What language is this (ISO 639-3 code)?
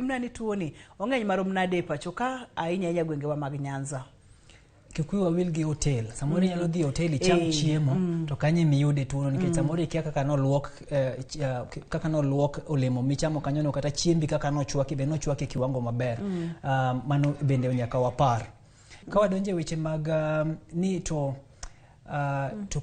luo